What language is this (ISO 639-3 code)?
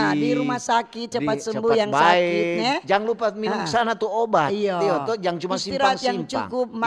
xmm